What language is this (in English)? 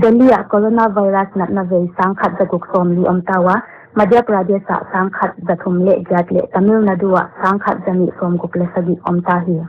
Paite Chin